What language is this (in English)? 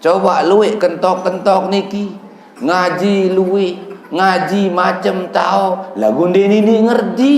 Sasak